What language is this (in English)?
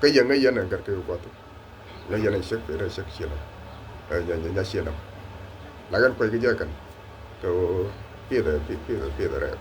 Nuer